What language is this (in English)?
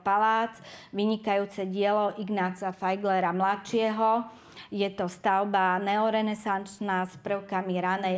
Slovak